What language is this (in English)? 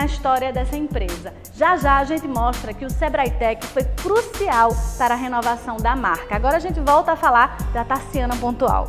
Portuguese